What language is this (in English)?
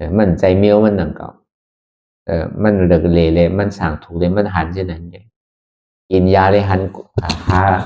Shan